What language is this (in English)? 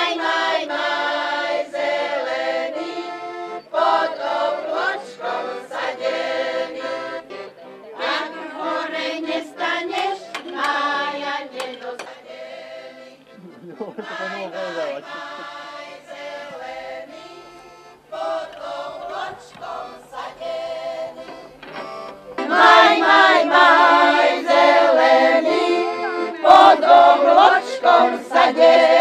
Slovak